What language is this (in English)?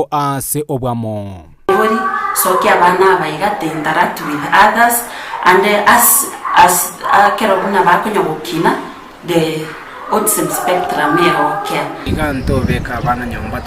Gusii